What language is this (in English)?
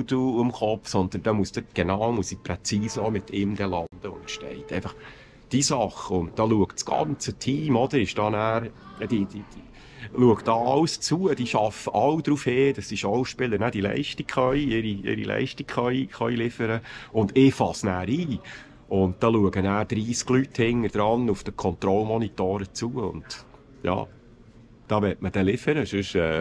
Swiss German